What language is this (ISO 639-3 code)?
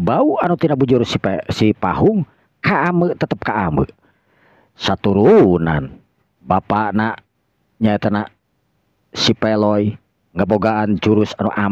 sun